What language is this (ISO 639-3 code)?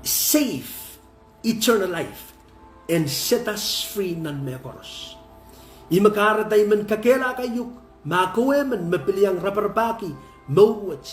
pon